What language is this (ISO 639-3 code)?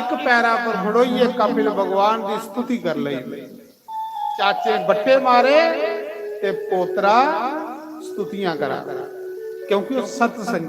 doi